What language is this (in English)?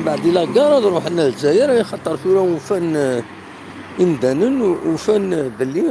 Kabyle